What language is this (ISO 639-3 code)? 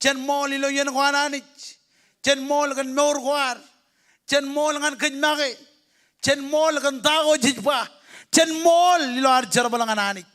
mah